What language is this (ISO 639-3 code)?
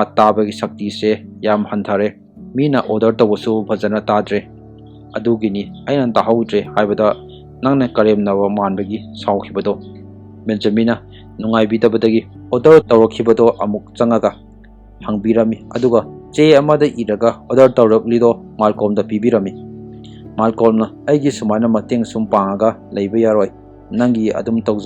mni